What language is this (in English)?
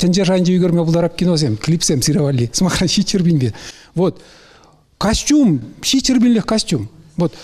Chuvash